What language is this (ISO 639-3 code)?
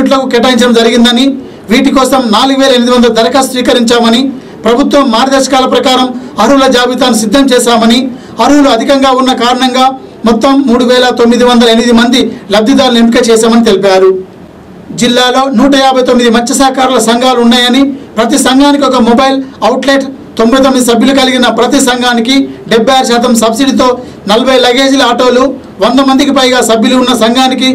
tel